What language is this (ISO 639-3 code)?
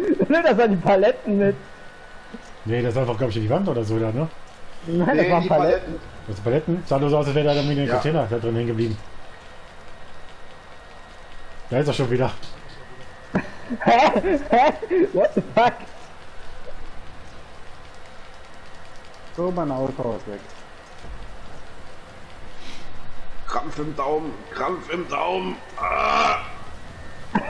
deu